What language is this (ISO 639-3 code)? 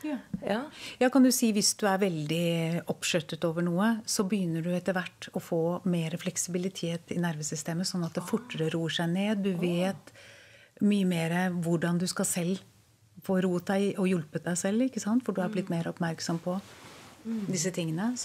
nor